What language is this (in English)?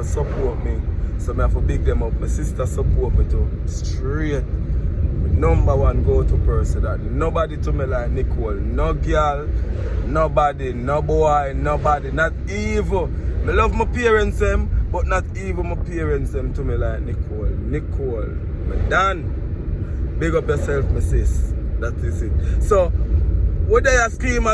Jamaican Creole English